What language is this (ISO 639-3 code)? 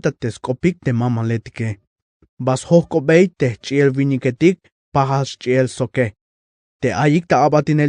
tzh